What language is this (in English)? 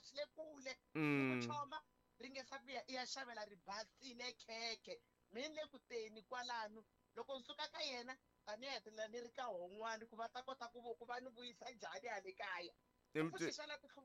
Tsonga